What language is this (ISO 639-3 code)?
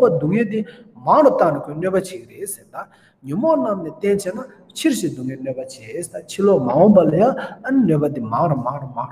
bod